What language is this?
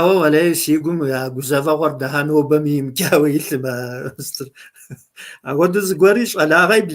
Kabardian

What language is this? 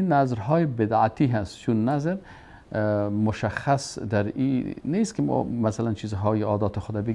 Persian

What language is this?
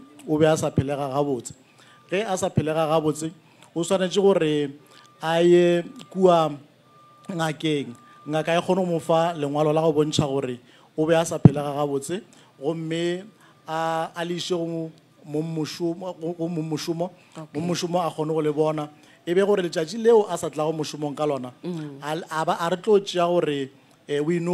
Northern Sotho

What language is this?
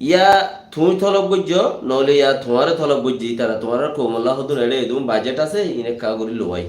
Rohingya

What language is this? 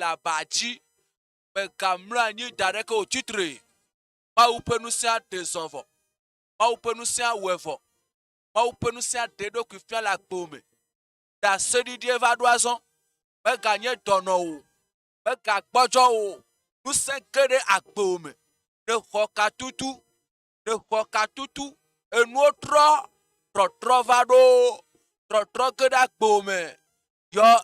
Ewe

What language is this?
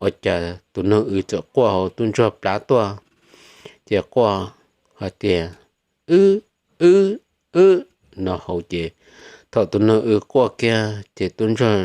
Hmong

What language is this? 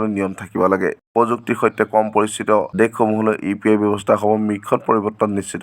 Assamese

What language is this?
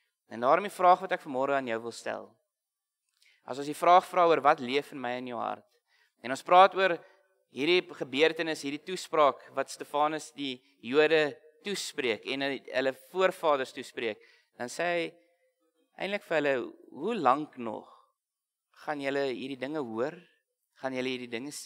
Afrikaans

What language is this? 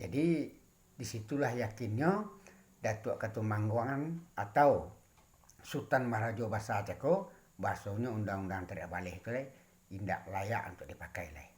Minangkabau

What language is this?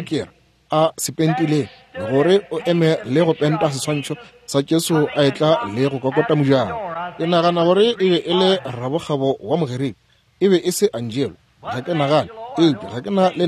Northern Sotho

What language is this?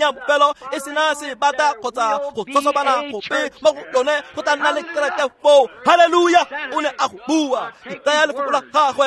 Tswana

